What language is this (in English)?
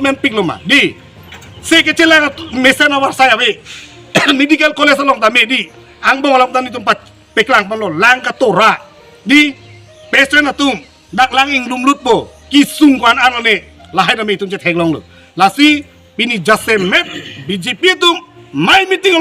Karbi